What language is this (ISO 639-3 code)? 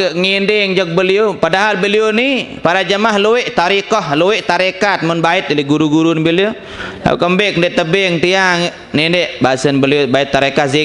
sas